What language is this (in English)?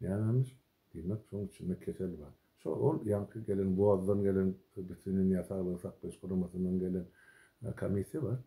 Turkmen